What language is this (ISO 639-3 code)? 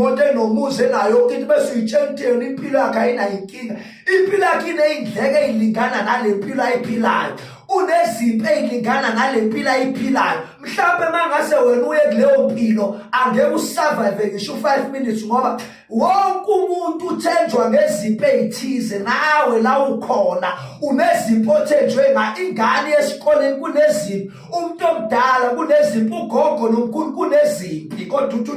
zul